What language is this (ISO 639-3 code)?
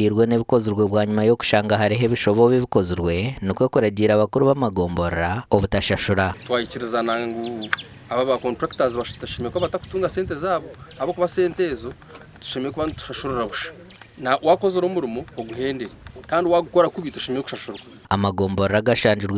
nyn